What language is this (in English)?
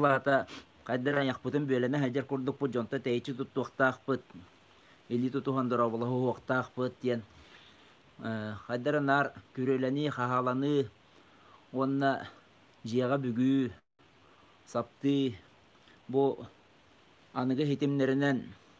Yakut